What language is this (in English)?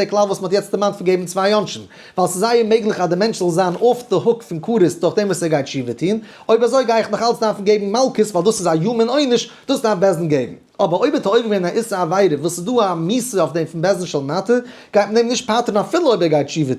Yiddish